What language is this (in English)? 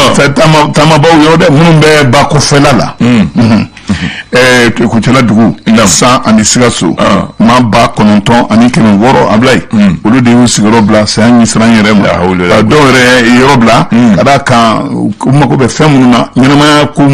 Bambara